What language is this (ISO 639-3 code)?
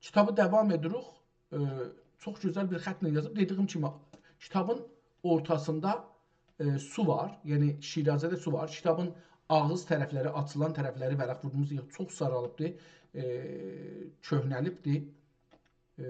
azb